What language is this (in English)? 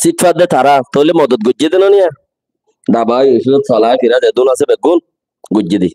Rohingya